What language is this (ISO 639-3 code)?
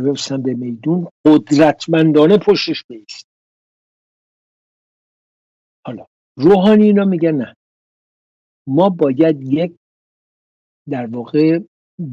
fas